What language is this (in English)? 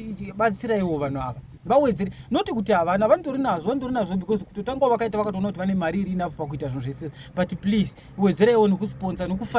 Shona